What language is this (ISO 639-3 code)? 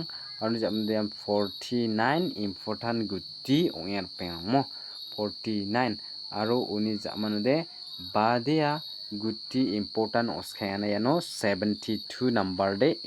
grt